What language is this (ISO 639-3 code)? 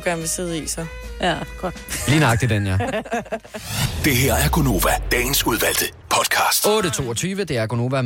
dan